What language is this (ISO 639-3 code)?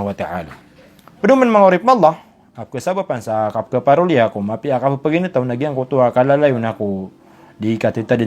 mrw